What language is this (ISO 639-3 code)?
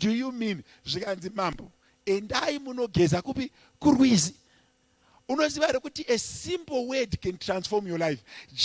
sna